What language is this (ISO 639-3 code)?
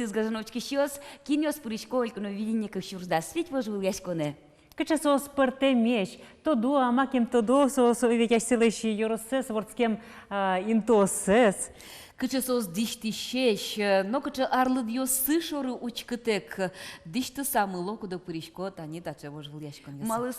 udm